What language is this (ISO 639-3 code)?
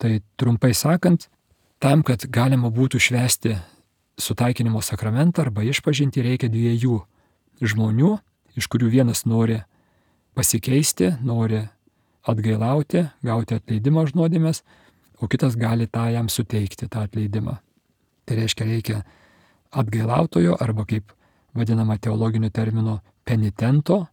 lit